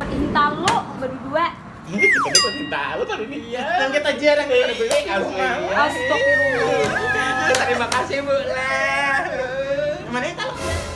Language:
Banjar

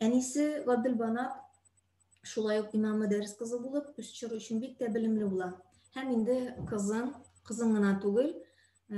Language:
Tatar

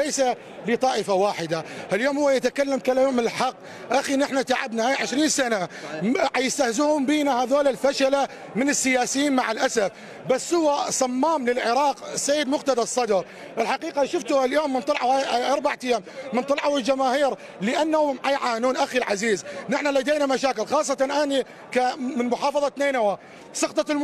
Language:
Mesopotamian Arabic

